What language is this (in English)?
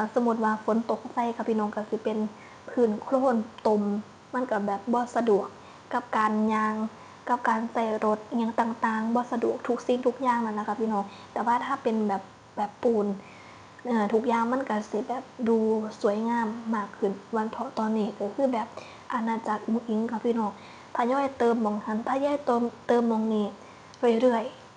Northeastern Thai